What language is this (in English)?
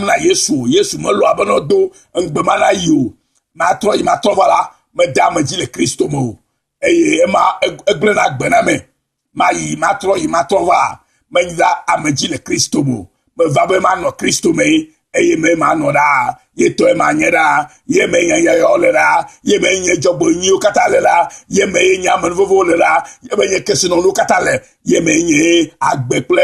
Ewe